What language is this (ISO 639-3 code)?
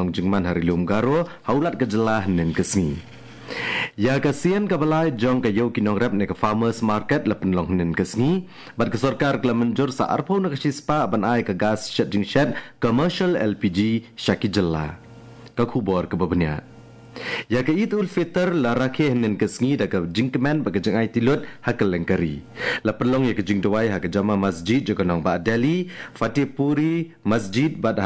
kha